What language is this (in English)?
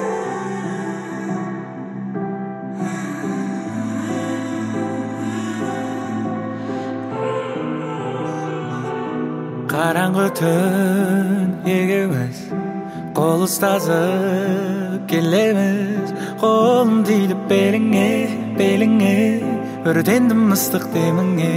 Kazakh